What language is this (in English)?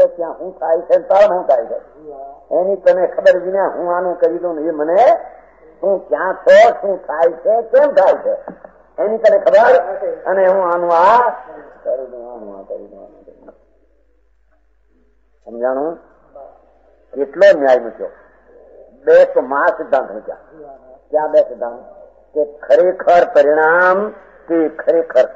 Gujarati